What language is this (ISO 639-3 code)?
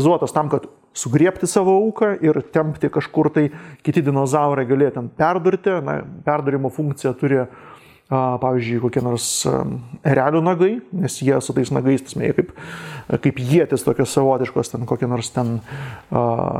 lit